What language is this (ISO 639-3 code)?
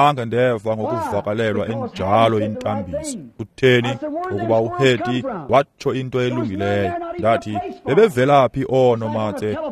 xho